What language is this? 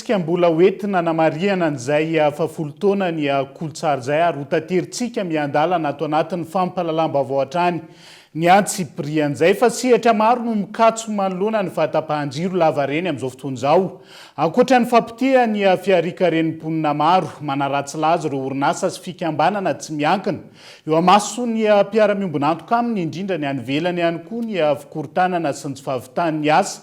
Malagasy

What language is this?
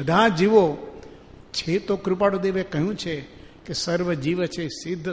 Gujarati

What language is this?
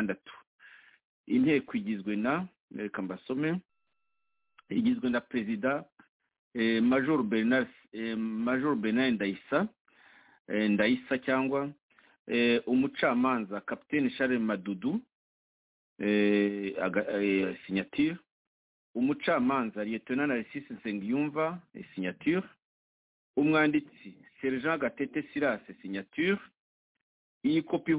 Kinyarwanda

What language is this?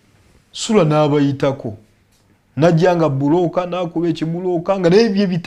Ganda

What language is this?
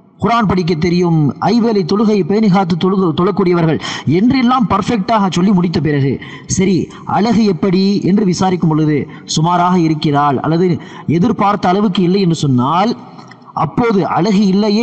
Tamil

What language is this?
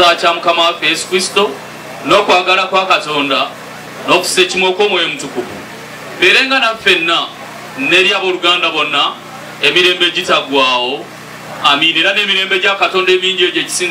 Ganda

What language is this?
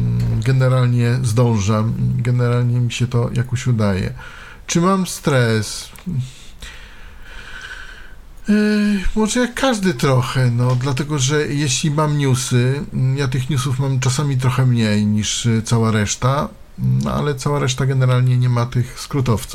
Polish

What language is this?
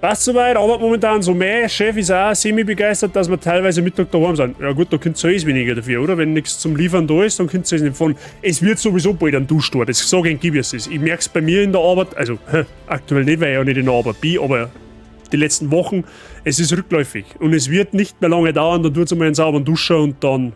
Bavarian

